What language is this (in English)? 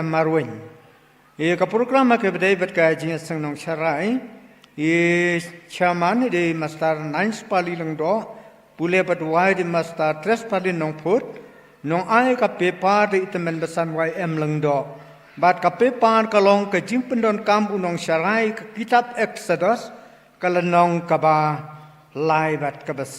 Khasi